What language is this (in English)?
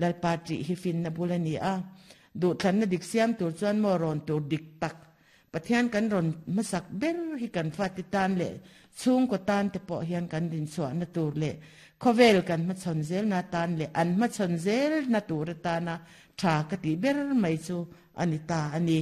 Mizo